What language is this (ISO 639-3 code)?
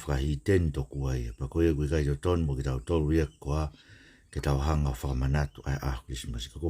ton